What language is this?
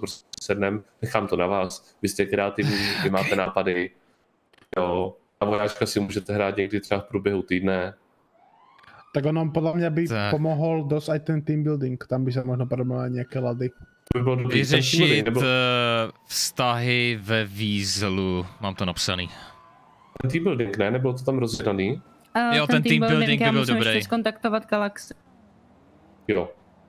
Czech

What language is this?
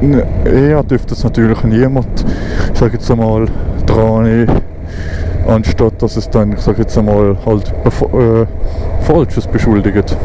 Swiss German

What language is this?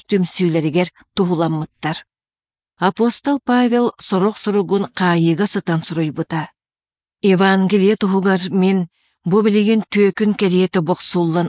Yakut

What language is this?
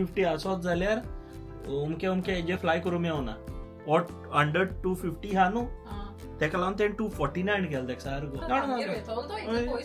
Konkani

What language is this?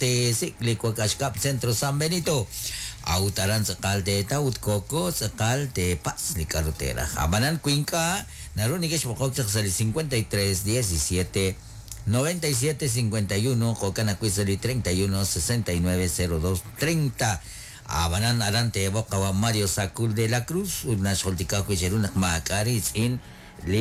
Kekchí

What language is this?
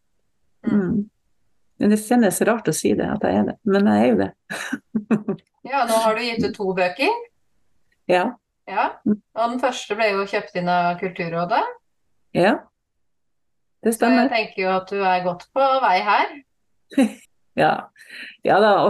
Norwegian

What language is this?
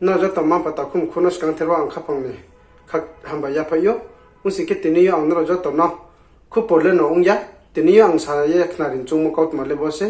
Riang (India)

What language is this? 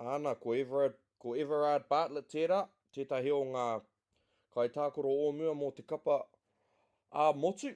Māori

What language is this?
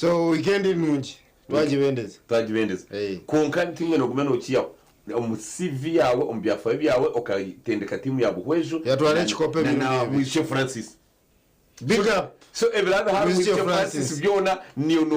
Nyankole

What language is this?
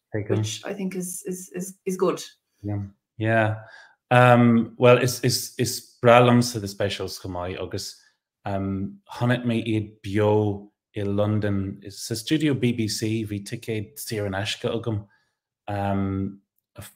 Irish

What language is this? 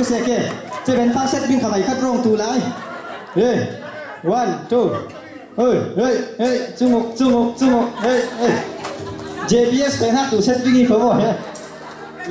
Falam Chin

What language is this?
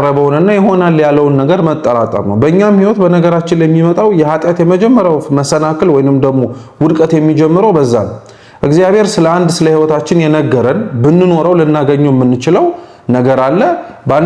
Amharic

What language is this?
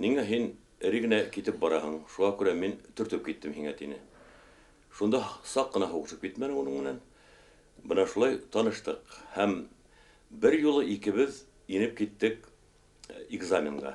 Bashkir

